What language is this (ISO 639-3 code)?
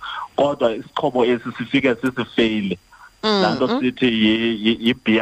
xho